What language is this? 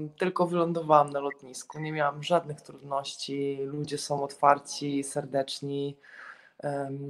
Polish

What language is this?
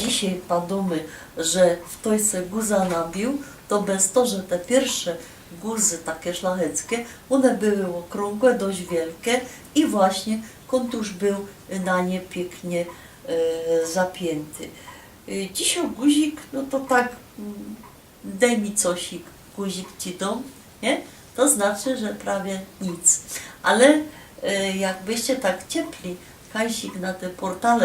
Silesian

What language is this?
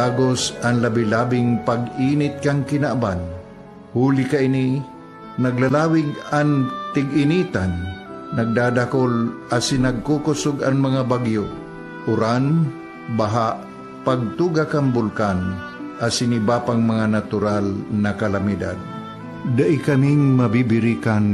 Bikol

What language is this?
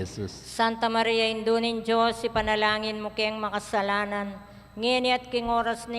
Pampanga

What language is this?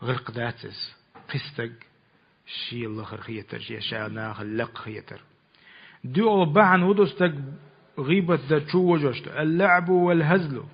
Chechen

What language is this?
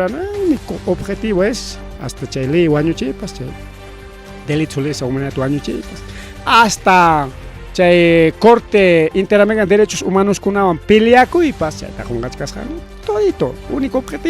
Ayacucho Quechua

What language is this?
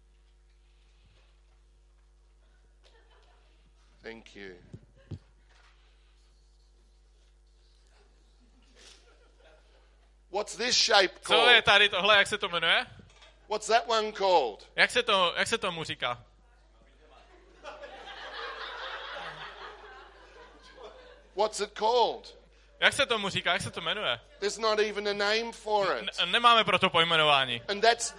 Czech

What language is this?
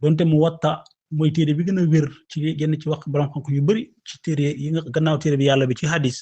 Wolof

